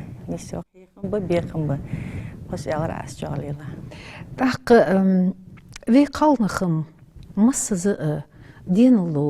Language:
Ingush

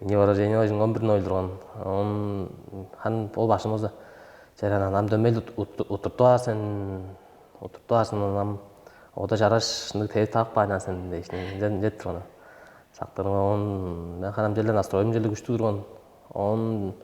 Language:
Tuvinian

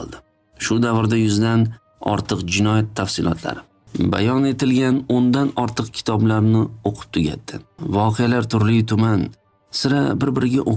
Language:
Uzbek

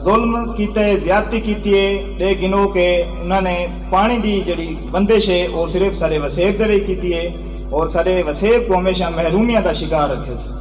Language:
Saraiki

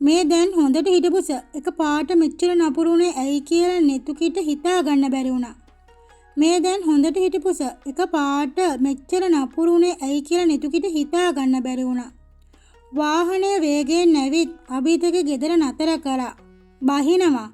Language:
Sinhala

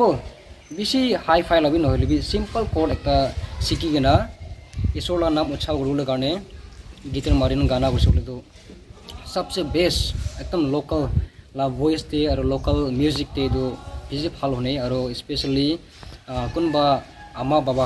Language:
Naga Pidgin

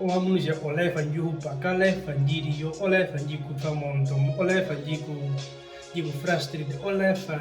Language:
Herero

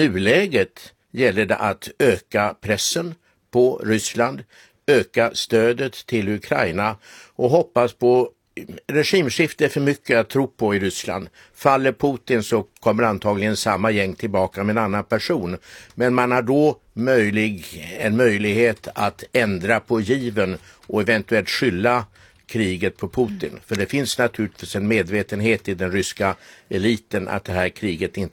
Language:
Swedish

